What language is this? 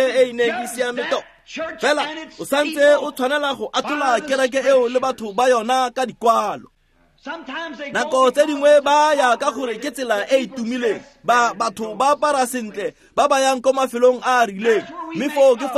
Tswana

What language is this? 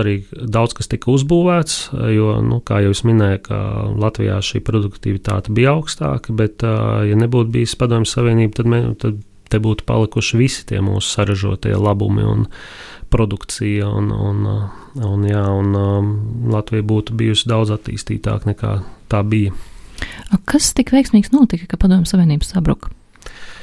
Latvian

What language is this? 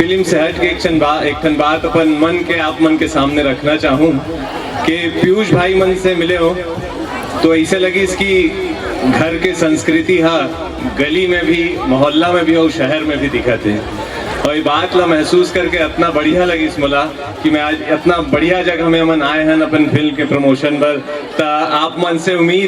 Chhattisgarhi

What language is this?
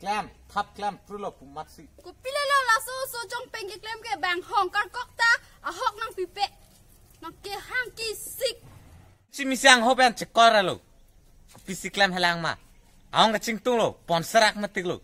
Karbi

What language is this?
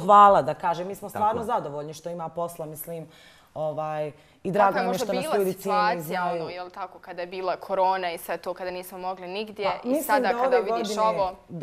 Bosnian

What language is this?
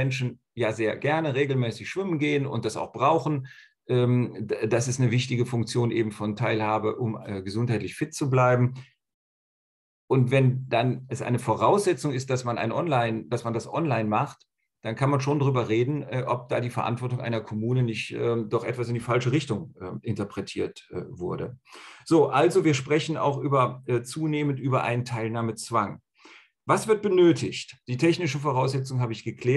German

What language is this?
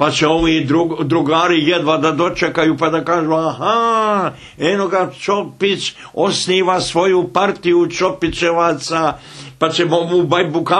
Bosnian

